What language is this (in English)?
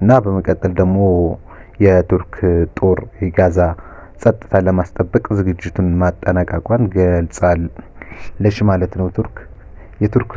Amharic